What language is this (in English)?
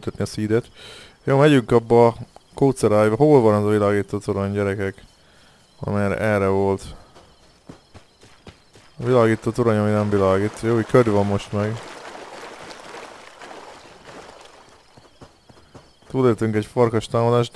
Hungarian